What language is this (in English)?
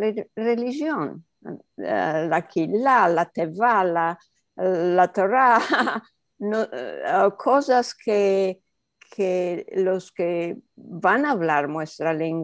Ladino